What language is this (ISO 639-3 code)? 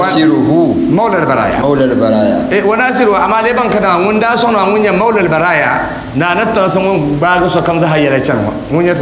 dag